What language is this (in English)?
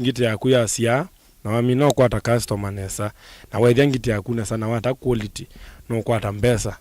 Kamba